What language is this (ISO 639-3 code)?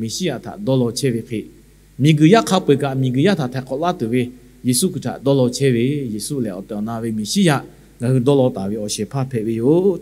lhu